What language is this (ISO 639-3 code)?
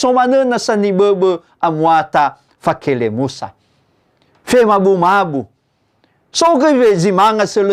nia